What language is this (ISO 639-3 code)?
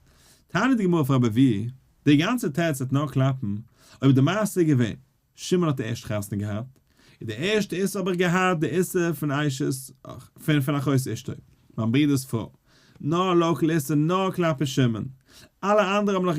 yid